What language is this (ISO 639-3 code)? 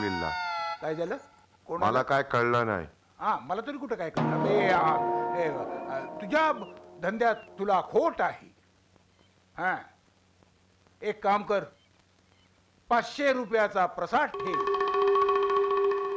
mar